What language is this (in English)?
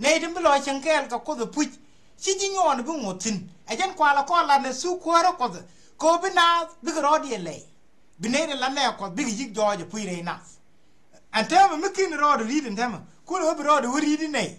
Nuer